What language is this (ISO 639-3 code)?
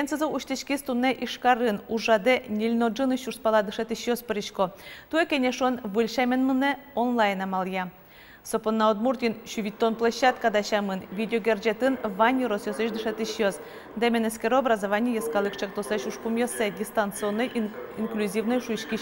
udm